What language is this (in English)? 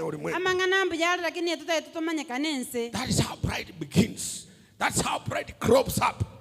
Gusii